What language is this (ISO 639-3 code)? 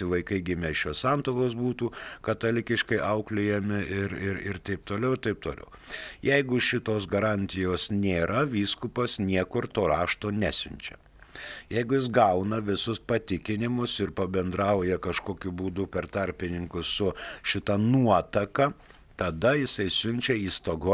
lit